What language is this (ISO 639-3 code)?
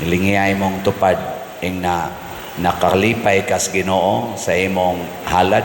ceb